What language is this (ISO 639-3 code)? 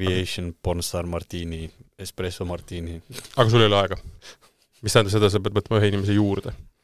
est